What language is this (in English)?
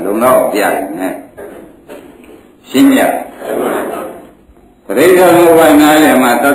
Burmese